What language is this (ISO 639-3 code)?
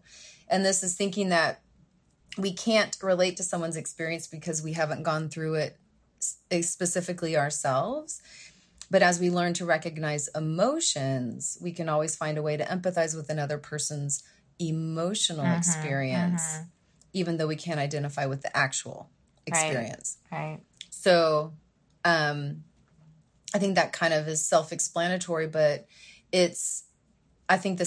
eng